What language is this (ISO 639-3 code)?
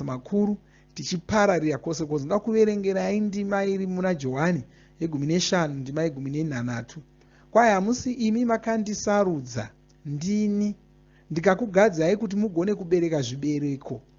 sna